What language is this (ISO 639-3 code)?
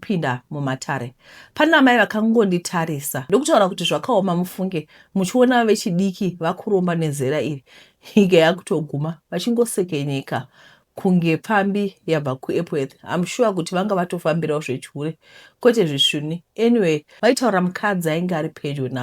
sna